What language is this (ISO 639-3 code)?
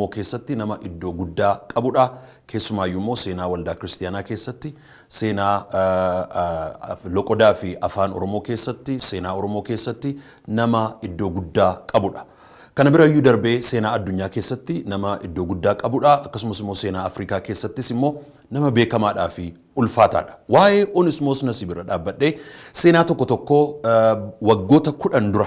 orm